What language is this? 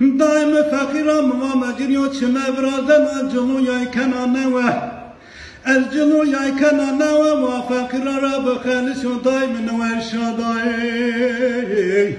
Zaza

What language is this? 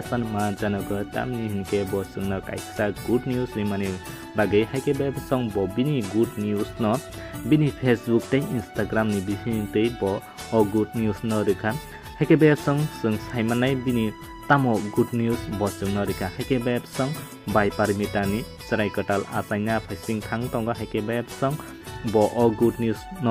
Kok Borok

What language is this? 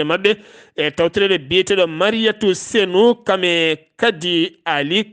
Fula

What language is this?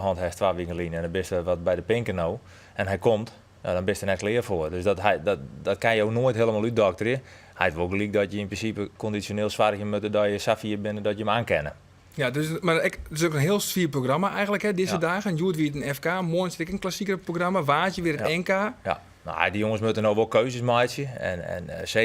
Western Frisian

